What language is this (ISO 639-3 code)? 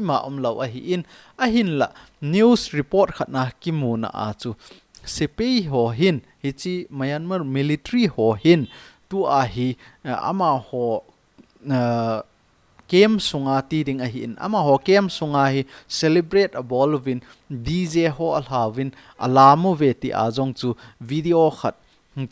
tcz